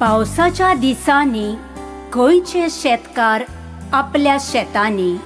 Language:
Konkani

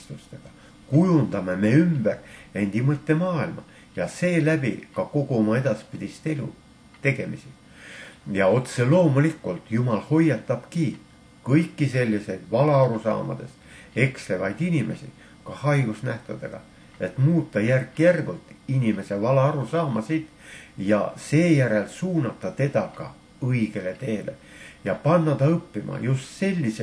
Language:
Estonian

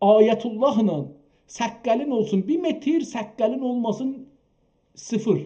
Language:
South Azerbaijani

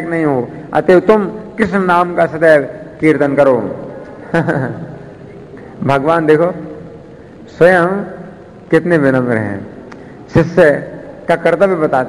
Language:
Hindi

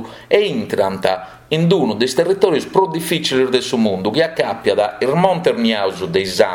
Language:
Sardinian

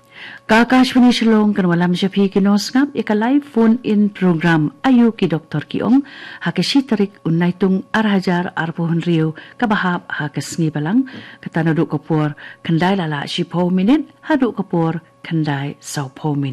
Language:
Khasi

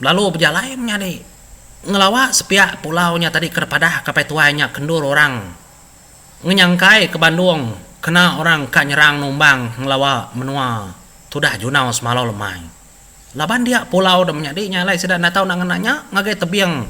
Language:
Iban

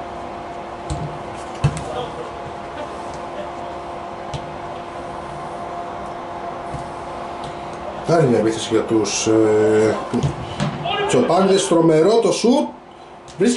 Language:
Greek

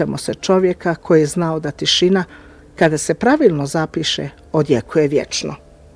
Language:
Bosnian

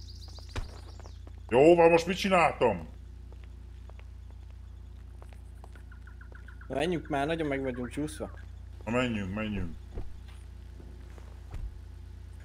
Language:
Hungarian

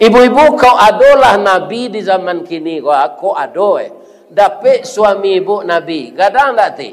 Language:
Minangkabau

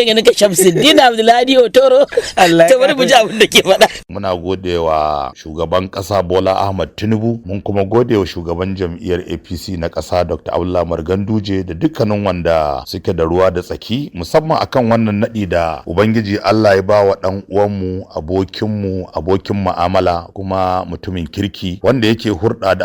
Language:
Hausa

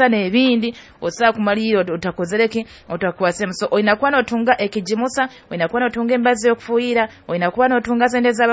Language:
Nyoro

